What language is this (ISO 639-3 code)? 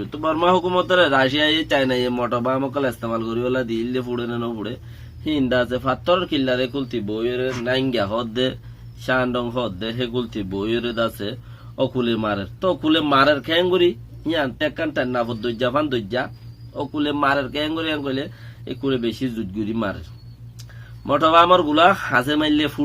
rhg